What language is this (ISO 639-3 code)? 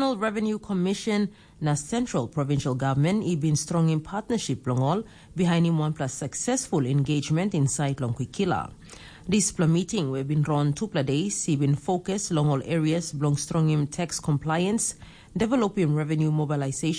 tpi